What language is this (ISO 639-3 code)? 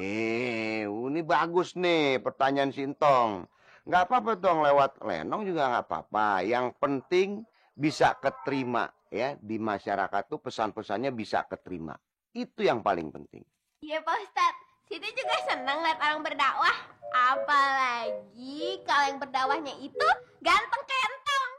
bew